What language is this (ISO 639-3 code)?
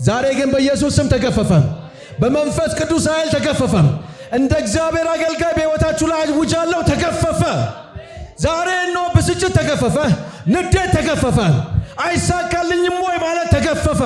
amh